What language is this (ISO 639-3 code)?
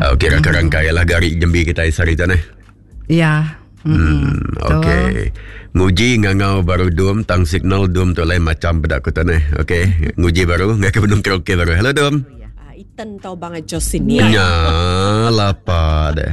iba